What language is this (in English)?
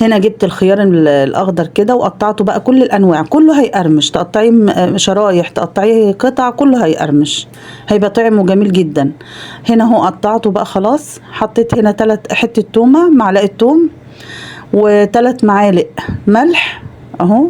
Egyptian Arabic